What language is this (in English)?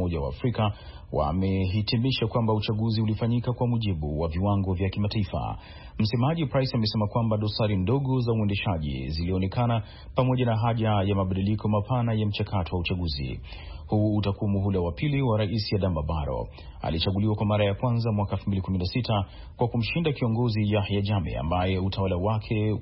Swahili